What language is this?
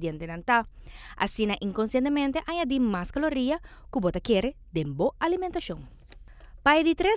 Papiamento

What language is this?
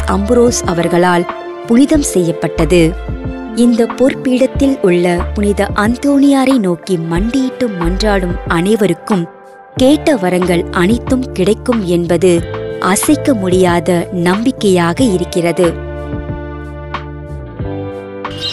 Tamil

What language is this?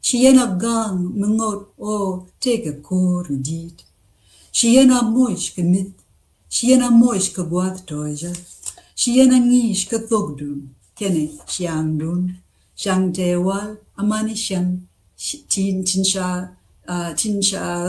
Nuer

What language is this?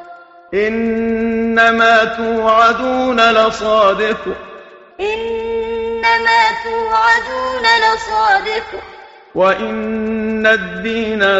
Arabic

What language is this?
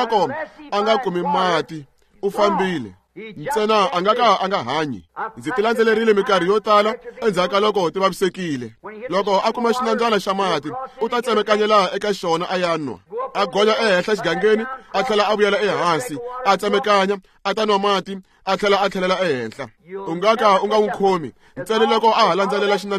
Tsonga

